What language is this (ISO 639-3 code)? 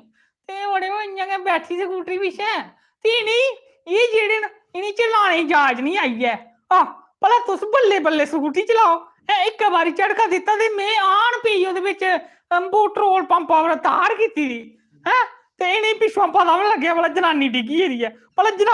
doi